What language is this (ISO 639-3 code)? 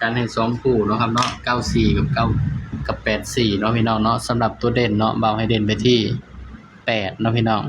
tts